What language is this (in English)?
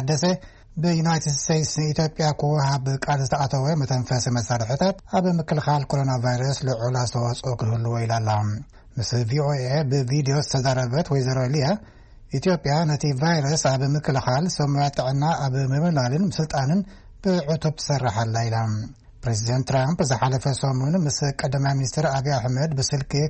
Tigrinya